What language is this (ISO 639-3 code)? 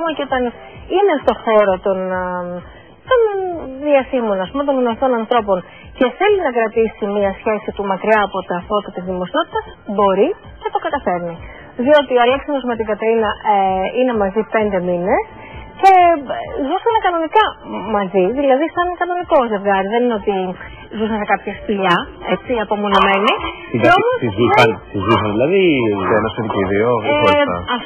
ell